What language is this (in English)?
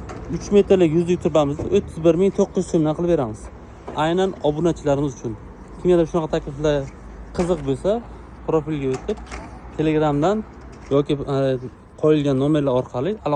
Uzbek